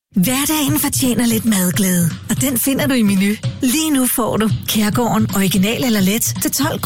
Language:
Danish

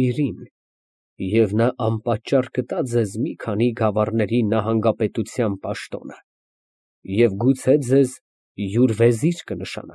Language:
Armenian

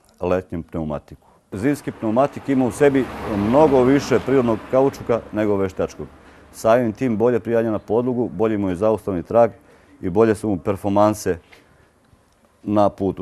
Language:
Serbian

